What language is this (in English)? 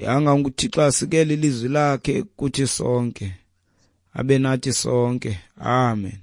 Xhosa